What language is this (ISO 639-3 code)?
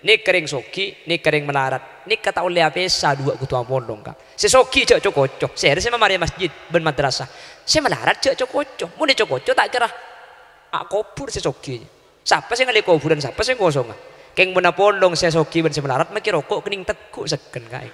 mad